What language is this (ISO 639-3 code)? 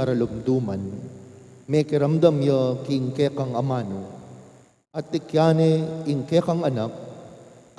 pam